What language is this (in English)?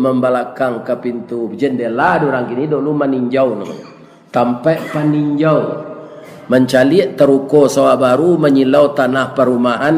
Minangkabau